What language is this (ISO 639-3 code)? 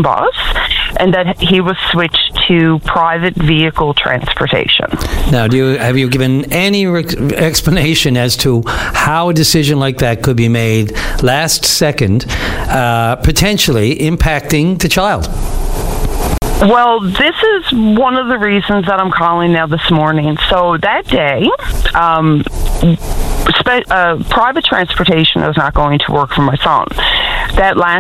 eng